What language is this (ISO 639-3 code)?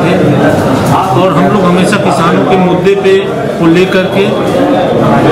hin